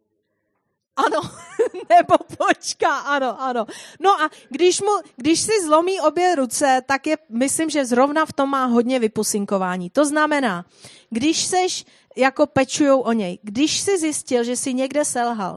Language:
Czech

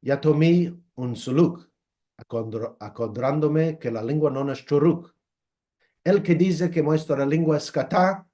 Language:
Ladino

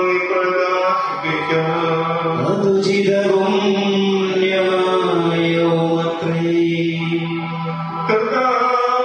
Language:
Malayalam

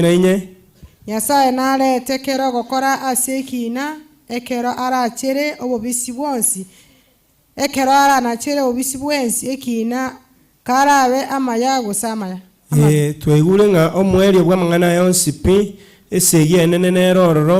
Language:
Gusii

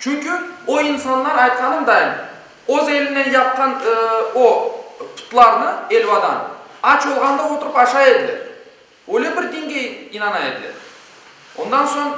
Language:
Crimean Tatar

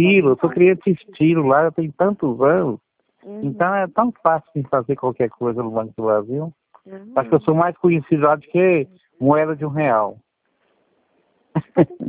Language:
Portuguese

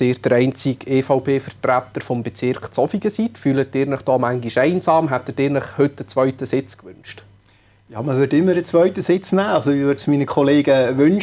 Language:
Swiss German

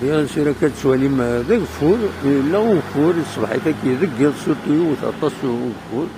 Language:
Kabyle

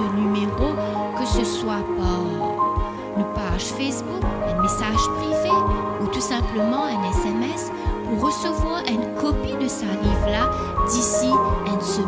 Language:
Morisyen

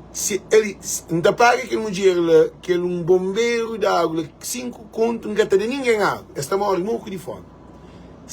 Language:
Kabuverdianu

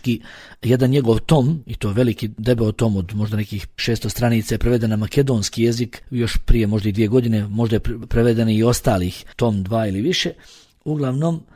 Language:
Bosnian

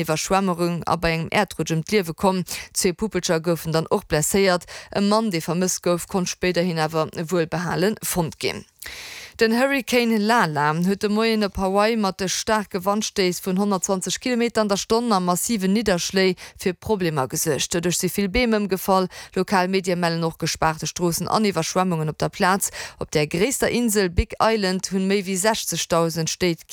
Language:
Luxembourgish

